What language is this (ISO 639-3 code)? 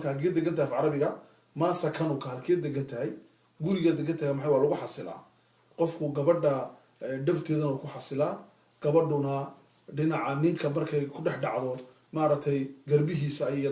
som